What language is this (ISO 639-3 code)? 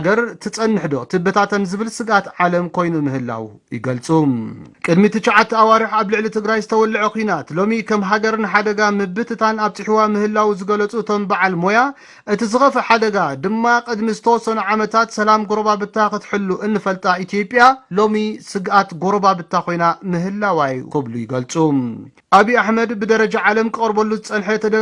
tir